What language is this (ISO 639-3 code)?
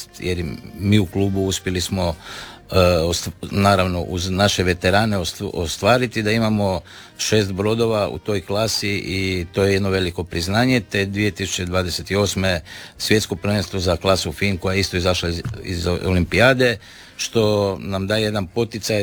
hrv